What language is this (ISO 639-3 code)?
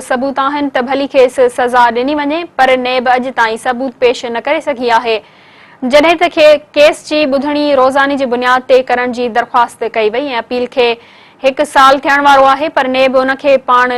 snd